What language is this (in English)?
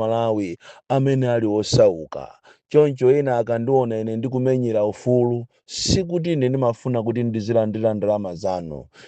Nyanja